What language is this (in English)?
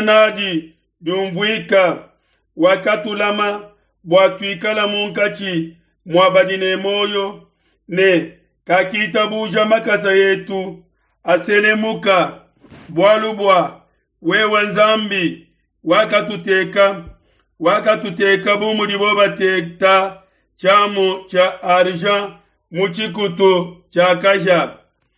Luba-Lulua